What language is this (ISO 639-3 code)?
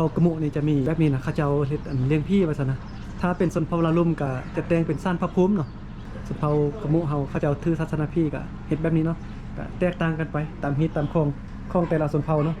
lao